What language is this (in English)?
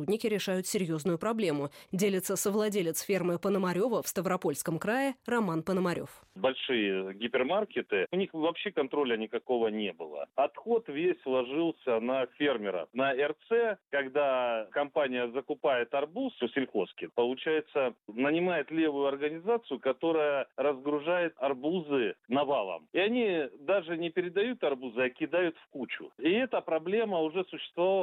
Russian